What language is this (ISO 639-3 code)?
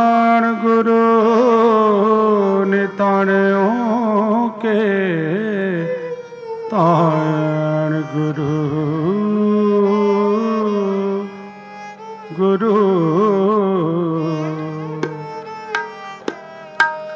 pan